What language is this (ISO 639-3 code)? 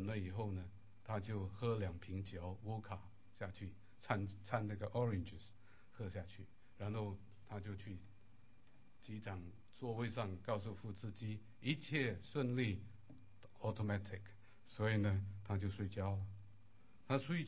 zho